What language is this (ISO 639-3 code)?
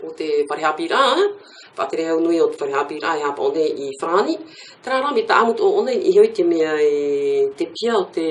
tah